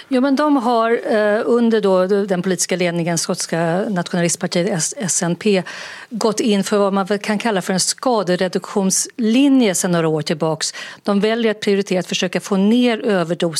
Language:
Swedish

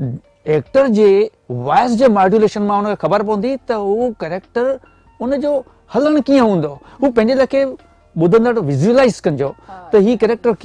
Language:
Sindhi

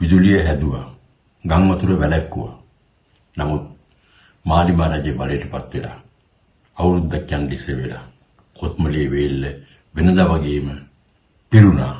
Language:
Sinhala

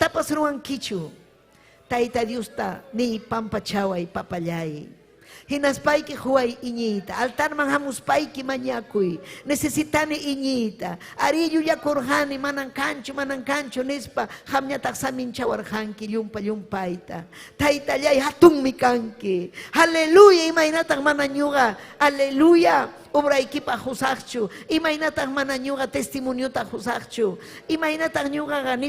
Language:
Ayacucho Quechua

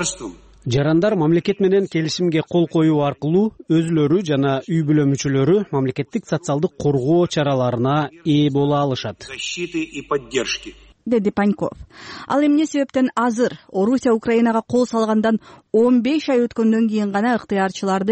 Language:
Kyrgyz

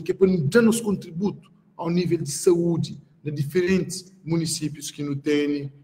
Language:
Kabuverdianu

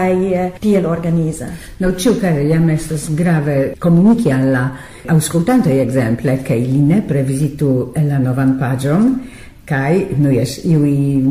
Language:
Esperanto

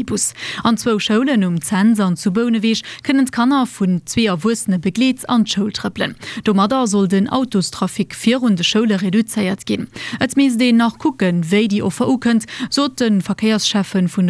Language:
Luxembourgish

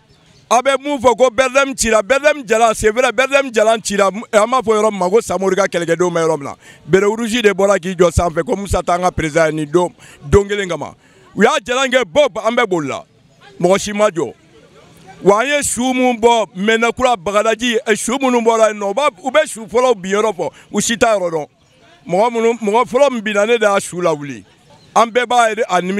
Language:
Bambara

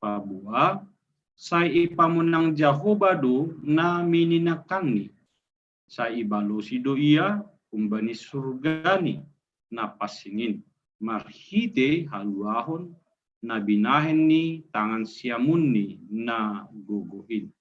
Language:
Batak Simalungun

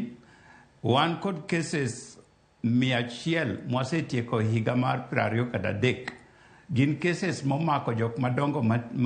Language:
Luo (Kenya and Tanzania)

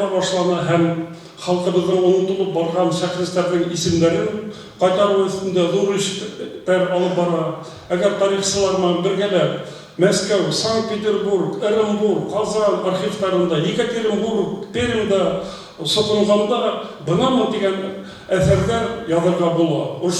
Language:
Bashkir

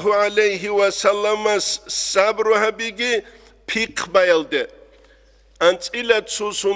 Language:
Avaric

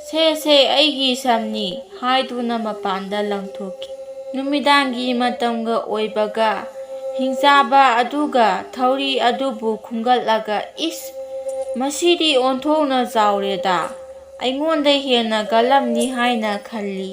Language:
Manipuri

